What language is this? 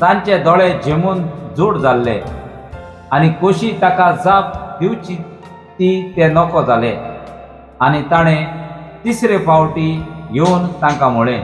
Konkani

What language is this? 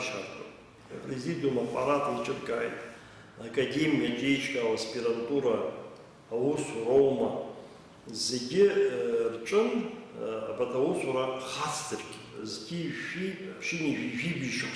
Abkhazian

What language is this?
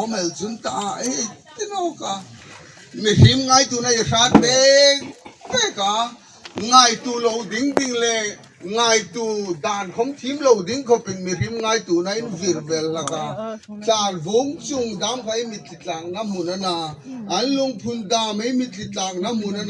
Hmar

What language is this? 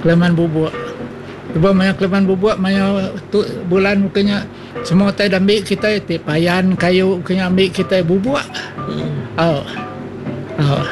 Iban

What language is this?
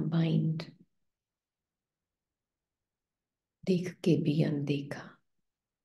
Hindi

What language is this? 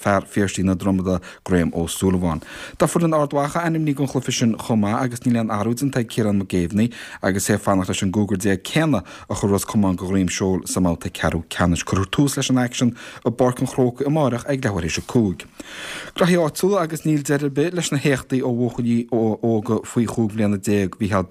Irish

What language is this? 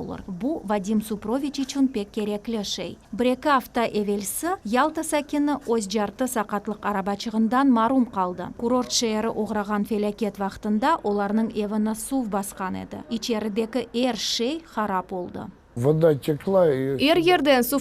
Crimean Tatar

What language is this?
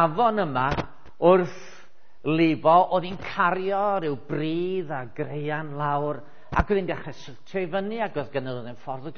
Welsh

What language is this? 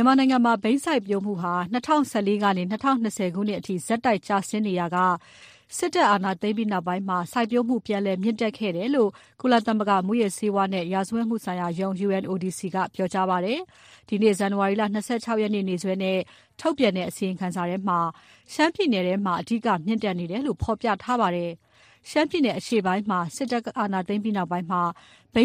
Burmese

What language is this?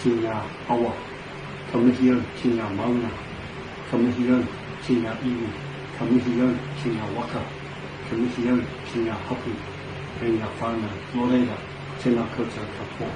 Māori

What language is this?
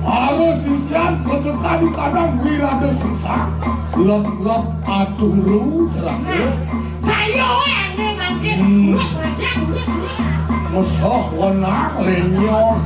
Balinese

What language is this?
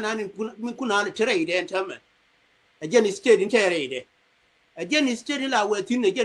Nuer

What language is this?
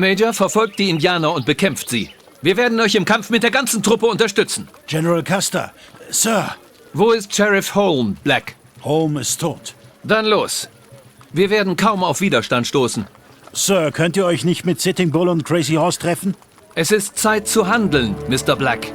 Bavarian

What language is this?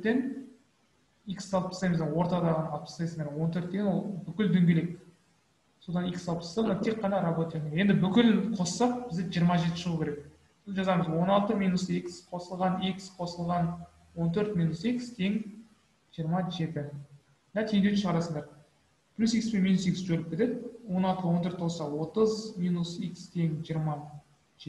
Kazakh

